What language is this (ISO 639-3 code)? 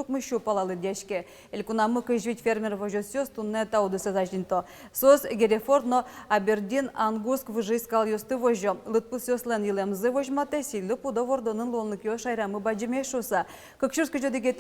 udm